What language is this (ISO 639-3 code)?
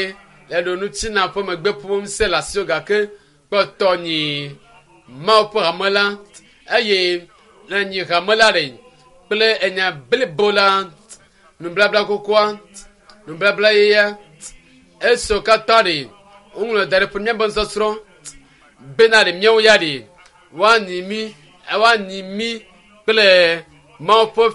ewe